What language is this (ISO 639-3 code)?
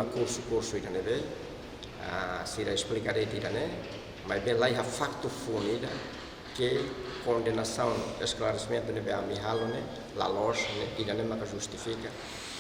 tet